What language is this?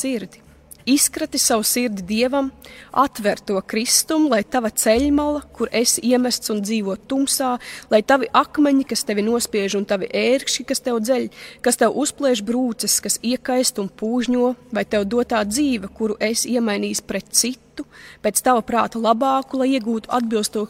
Latvian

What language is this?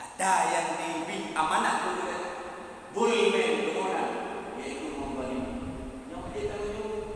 Achinese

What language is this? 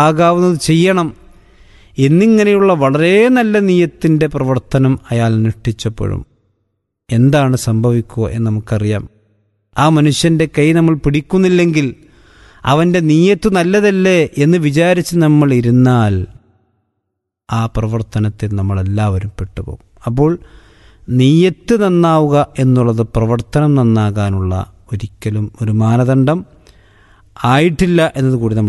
Malayalam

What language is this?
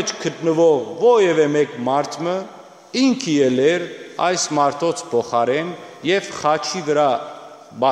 Western Armenian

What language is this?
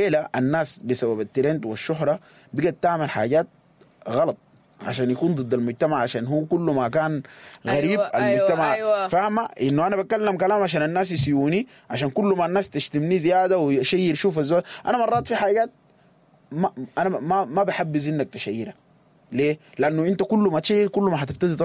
Sudanese Arabic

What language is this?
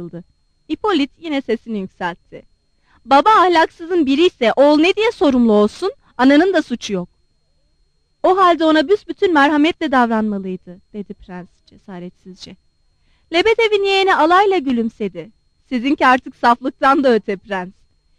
Turkish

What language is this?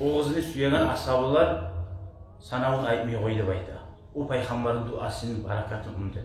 Kumyk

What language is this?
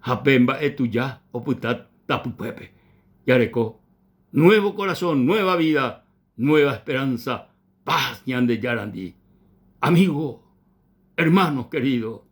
Guarani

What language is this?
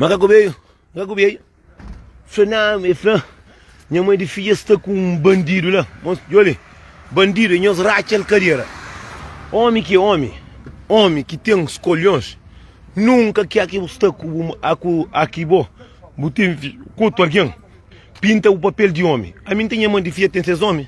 Kabuverdianu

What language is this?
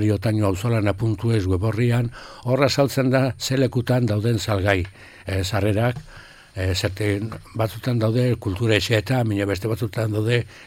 Basque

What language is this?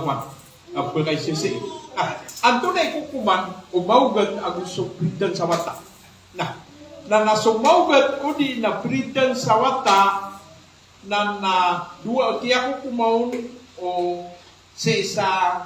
Maranao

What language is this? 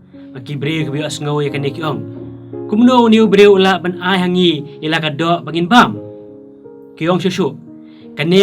Khasi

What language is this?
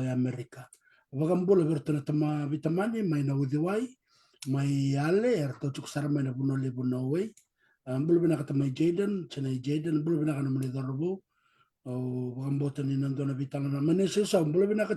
Fijian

